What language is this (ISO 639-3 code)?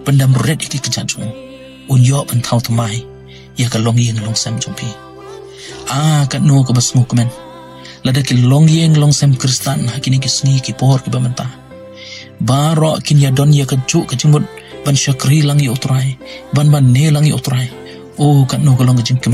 kha